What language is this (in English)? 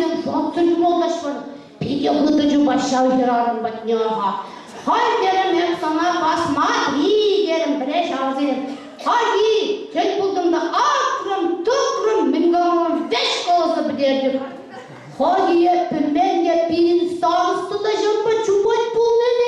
Chuvash